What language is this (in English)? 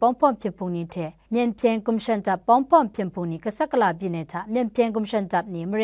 Kachin